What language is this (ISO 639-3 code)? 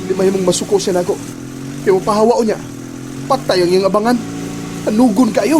ceb